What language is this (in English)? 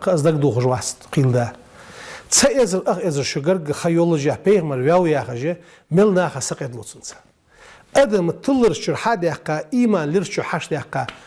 Ingush